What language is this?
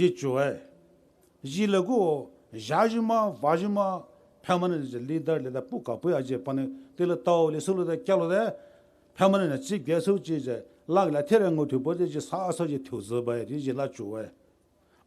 Poumei Naga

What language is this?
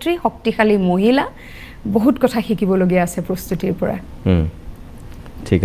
Assamese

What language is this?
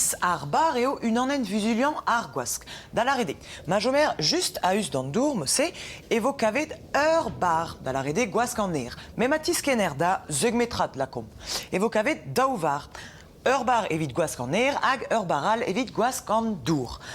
Breton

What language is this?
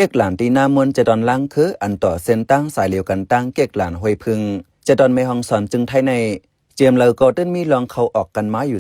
Shan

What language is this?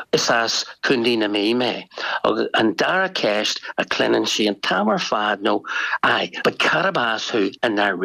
Irish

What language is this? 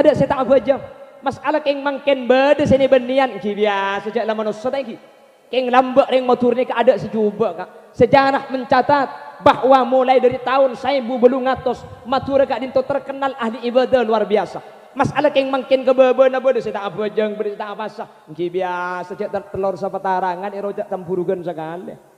Madurese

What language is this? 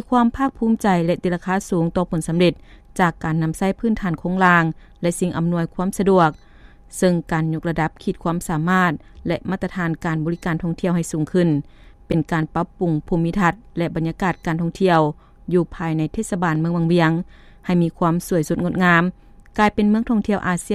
Lao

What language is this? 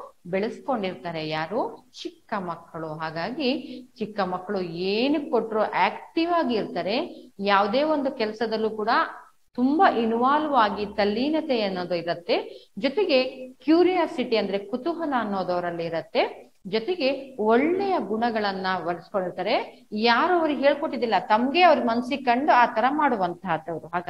Kannada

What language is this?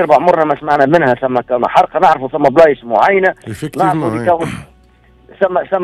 Tunisian Arabic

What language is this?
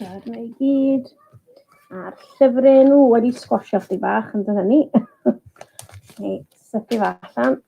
Welsh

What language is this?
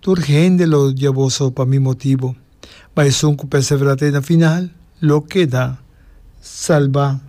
Papiamento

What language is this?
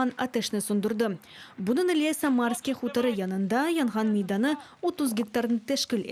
Crimean Tatar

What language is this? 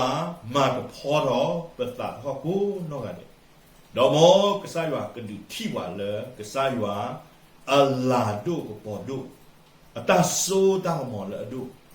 S'gaw Karen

